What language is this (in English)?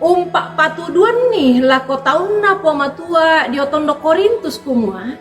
Toraja-Sa'dan